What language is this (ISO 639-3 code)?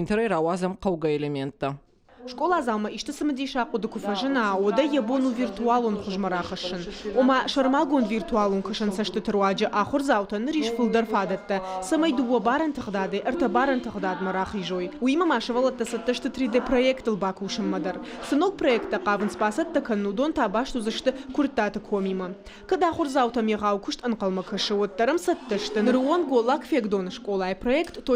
oss